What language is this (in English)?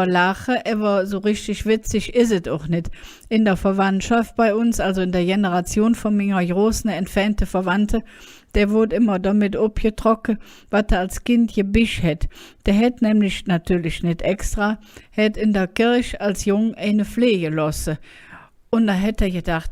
Colognian